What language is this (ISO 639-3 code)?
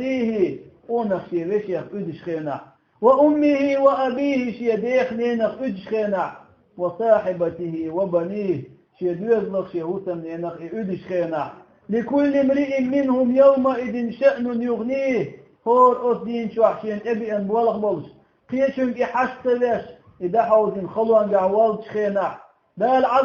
che